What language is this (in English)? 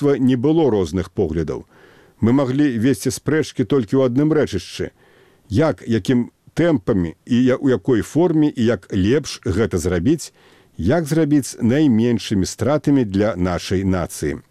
Belarusian